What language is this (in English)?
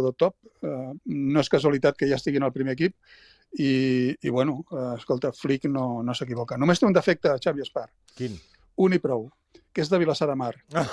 Catalan